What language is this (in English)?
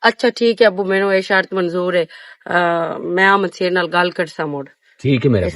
Western Panjabi